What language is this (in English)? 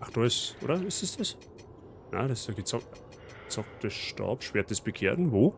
Bavarian